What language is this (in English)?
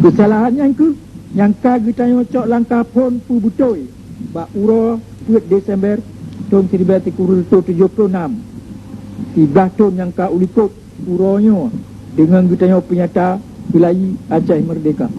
Achinese